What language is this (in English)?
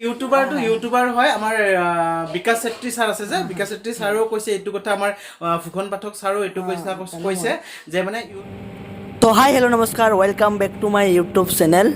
Assamese